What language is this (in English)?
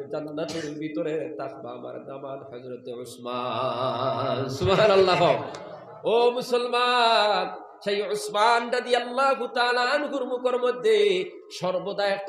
Sylheti